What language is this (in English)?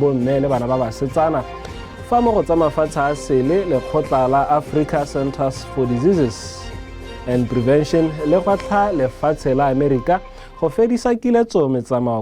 Tswana